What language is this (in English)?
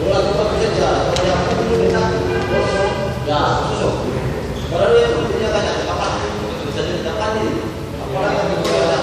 Ambonese Malay